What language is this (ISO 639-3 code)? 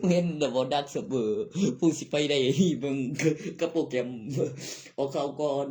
tts